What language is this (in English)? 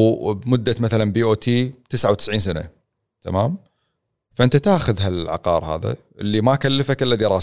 Gulf Arabic